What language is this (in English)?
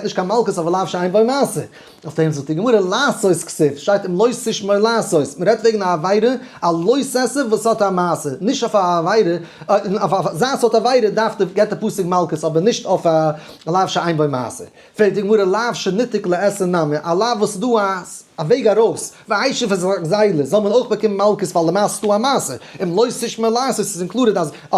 Yiddish